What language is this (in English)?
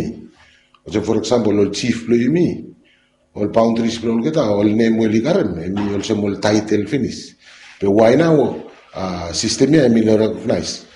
Bislama